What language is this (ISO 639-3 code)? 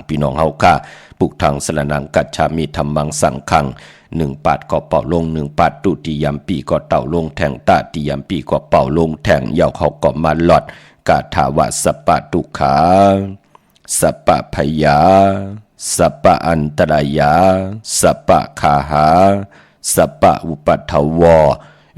shn